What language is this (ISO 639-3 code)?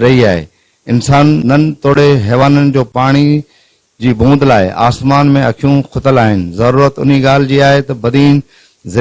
snd